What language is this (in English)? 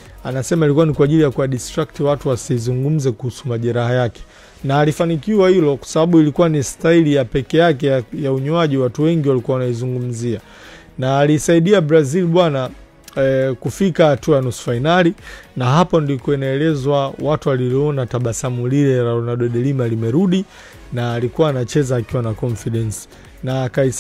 Swahili